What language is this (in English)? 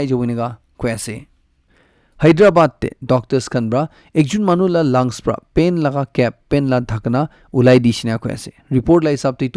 Naga Pidgin